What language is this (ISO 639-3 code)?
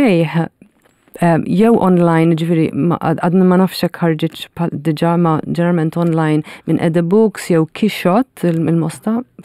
mlt